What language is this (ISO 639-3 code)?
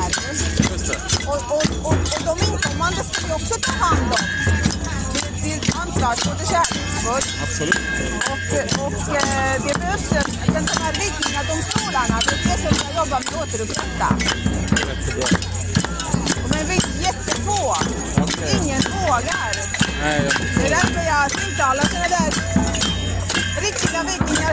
swe